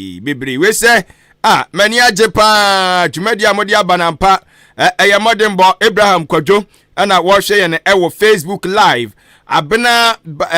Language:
Akan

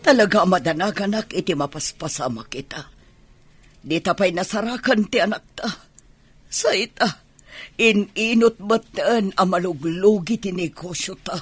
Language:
Iloko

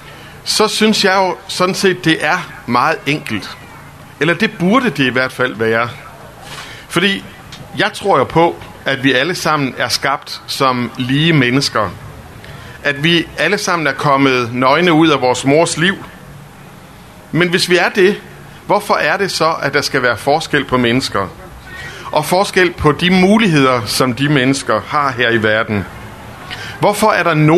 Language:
Danish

